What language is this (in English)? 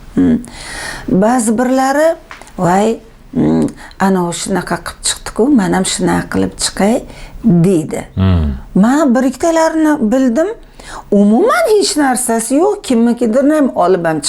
Uzbek